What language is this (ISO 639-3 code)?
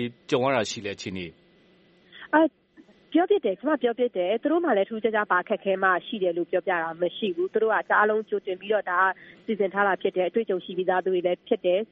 mya